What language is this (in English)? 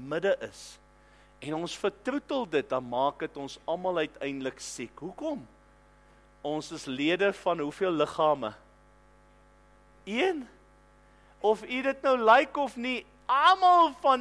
Afrikaans